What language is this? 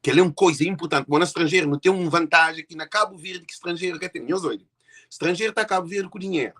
Kabuverdianu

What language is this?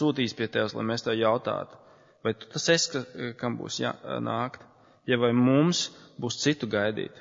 Latvian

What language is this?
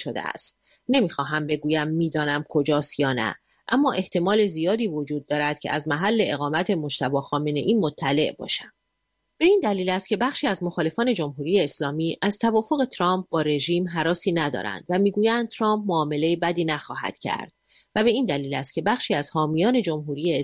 Persian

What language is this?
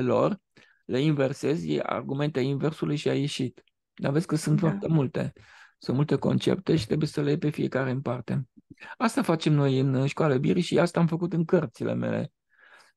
Romanian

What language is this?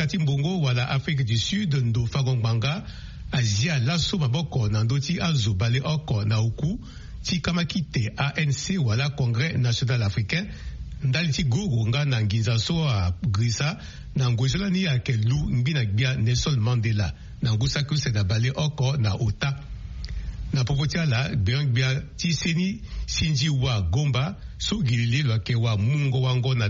Sango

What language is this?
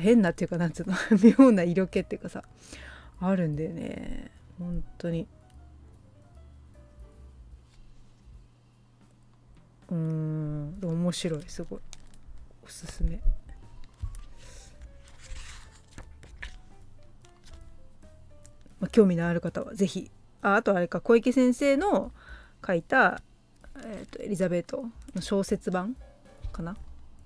Japanese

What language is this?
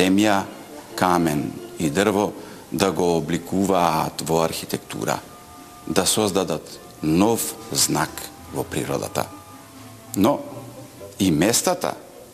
Macedonian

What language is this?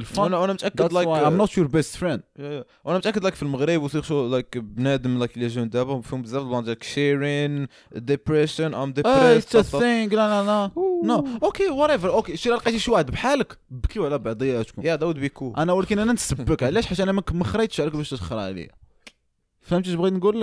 Moroccan Arabic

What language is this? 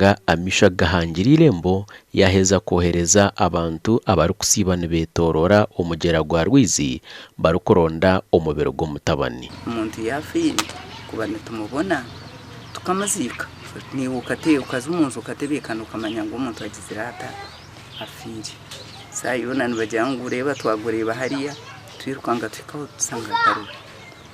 Nyankole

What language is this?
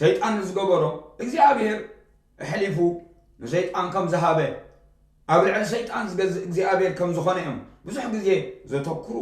Tigrinya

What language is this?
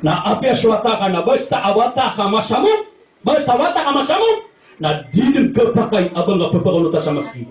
Maranao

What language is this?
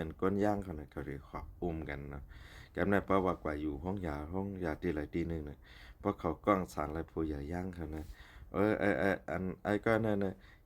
Shan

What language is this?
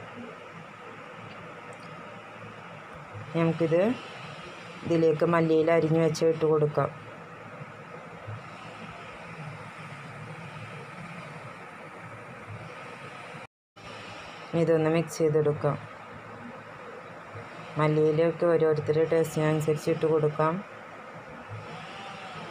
Malayalam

